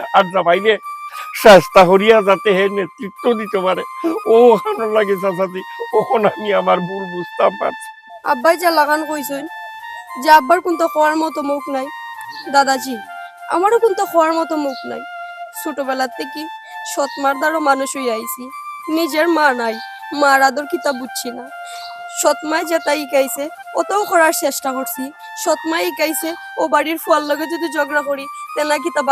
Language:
Sylheti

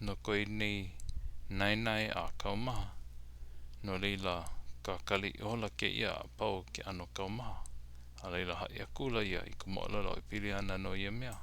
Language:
Hawaiian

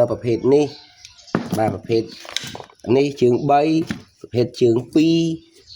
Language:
Khmer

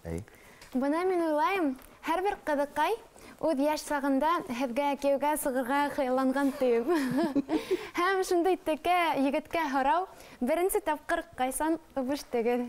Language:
Bashkir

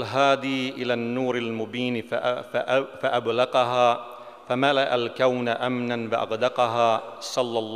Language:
Bosnian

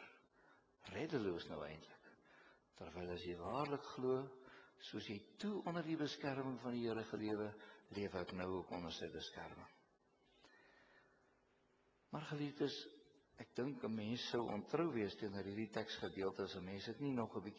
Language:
Afrikaans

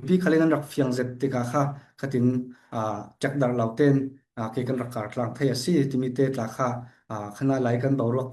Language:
Falam Chin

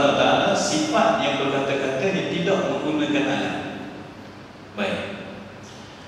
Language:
Malay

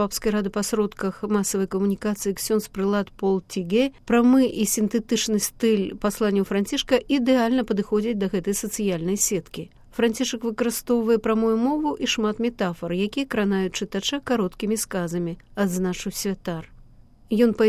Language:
Belarusian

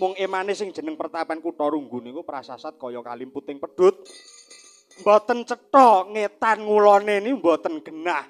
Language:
Javanese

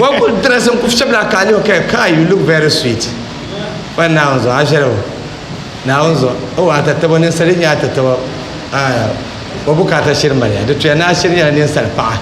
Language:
Dagbani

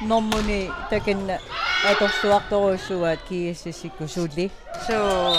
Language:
Kalaallisut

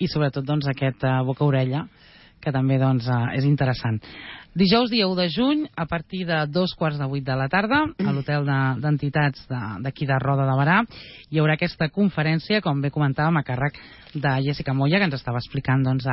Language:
Catalan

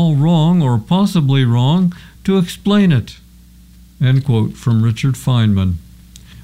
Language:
English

